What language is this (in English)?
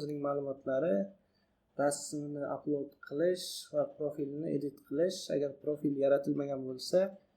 Uzbek